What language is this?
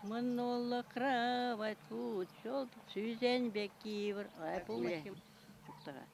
Chuvash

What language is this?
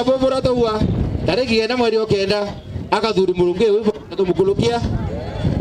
Meru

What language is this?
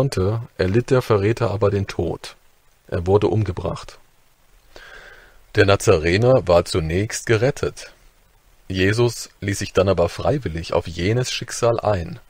German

